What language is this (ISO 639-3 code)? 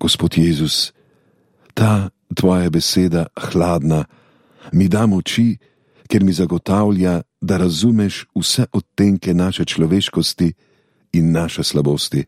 slv